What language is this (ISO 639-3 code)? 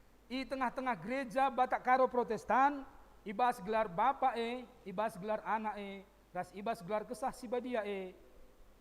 btx